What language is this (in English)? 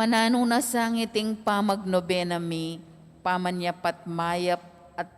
Pampanga